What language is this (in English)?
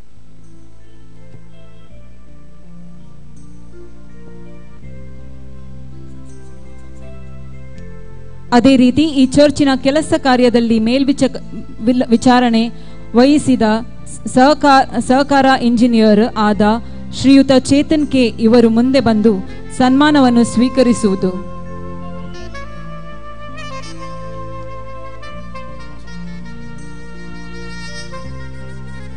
Kannada